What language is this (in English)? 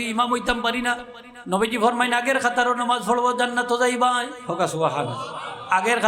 Sylheti